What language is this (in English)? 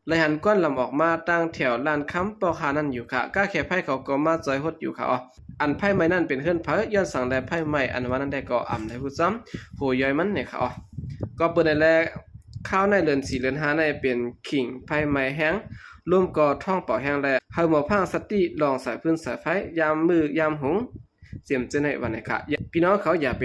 Shan